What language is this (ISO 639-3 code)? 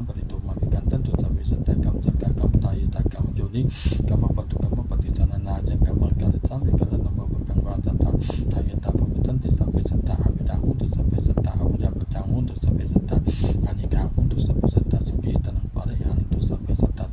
pli